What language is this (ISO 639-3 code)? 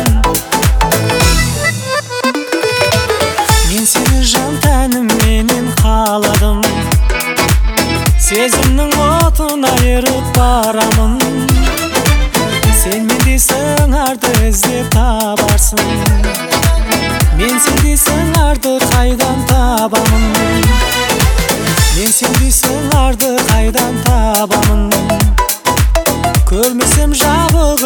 kaz